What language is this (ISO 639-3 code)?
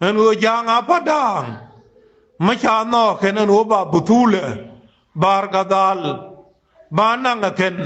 nus